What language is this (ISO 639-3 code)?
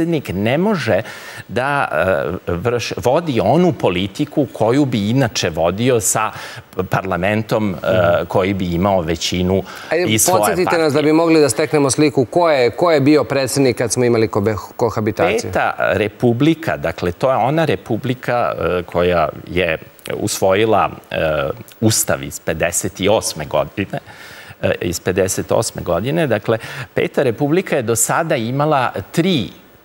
srp